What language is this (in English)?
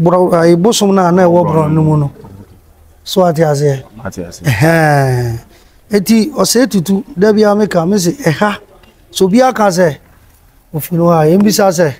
Akan